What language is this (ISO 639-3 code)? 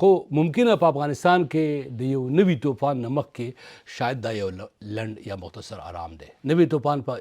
pus